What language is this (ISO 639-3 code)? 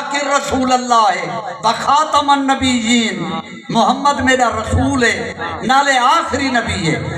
skr